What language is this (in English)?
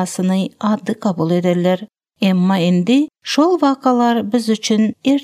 Turkmen